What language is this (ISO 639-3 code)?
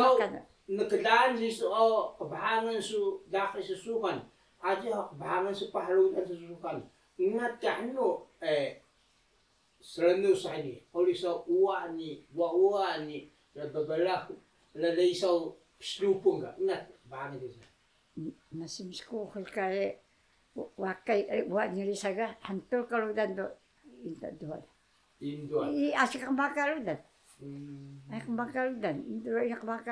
trv